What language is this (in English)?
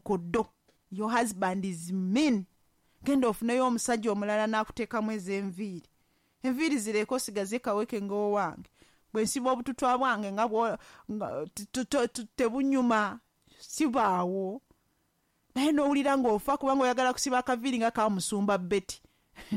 Ganda